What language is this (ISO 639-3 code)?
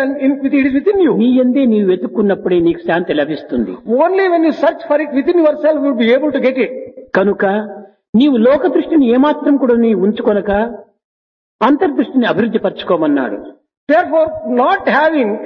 tel